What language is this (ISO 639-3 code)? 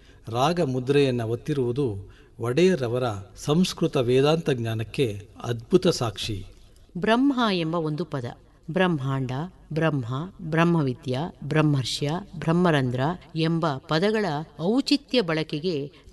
kan